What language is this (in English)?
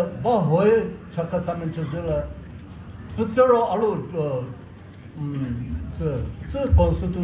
Chokri Naga